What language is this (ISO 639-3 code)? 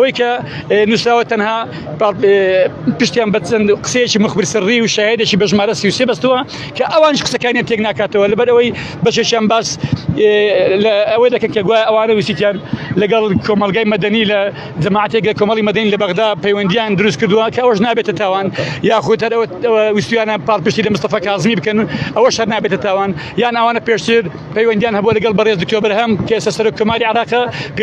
ckb